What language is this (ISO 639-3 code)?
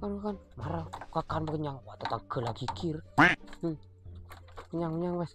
mad